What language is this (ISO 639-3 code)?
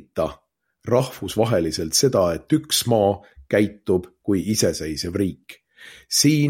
est